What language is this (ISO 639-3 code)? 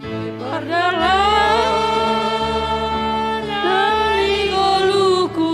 bts